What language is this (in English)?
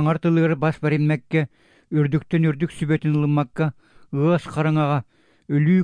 Yakut